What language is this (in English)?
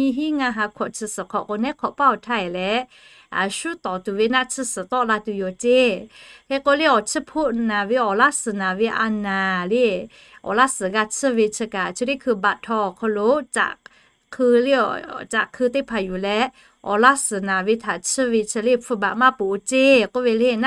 Lahu